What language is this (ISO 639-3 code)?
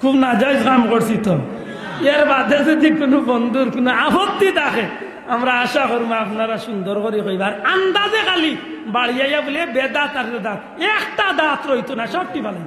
syl